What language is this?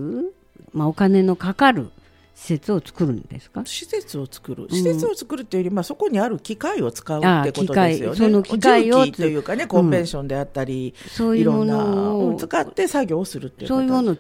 Japanese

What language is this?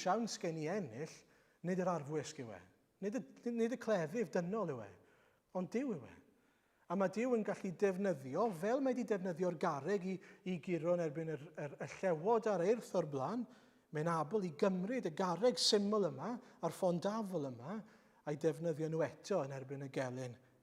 Welsh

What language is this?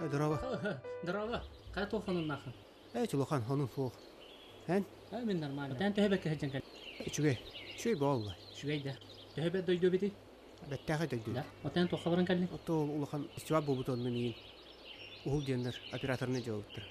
Yakut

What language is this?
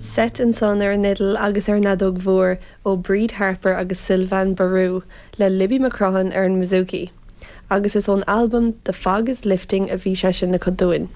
Irish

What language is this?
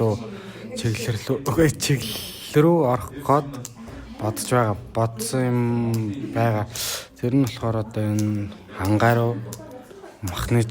Mongolian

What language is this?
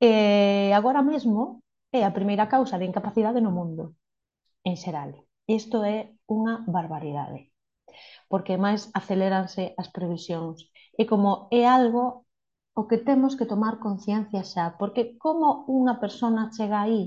Galician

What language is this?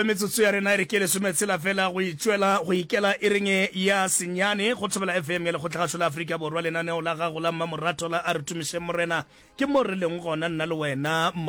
Northern Sotho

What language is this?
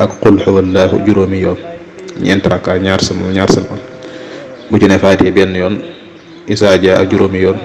Wolof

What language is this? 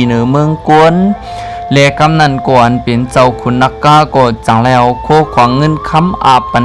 Shan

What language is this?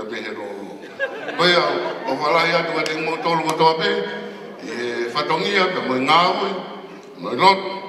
Tongan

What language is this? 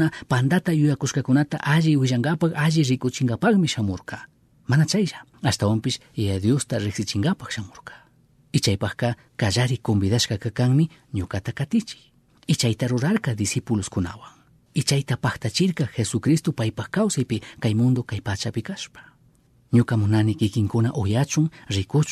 Chimborazo Highland Quichua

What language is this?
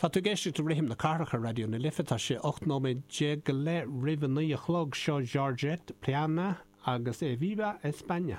Irish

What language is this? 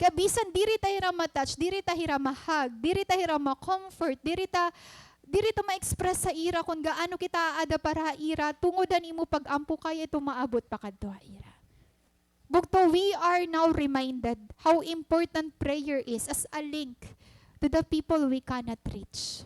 Waray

